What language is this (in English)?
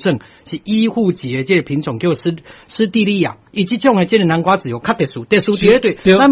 Min Nan Chinese